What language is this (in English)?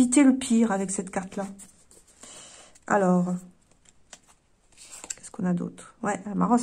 French